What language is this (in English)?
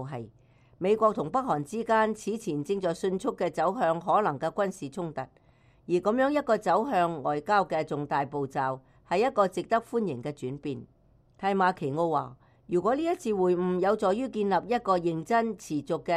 Cantonese